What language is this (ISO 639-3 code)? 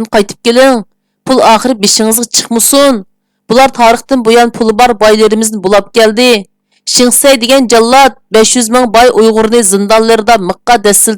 uig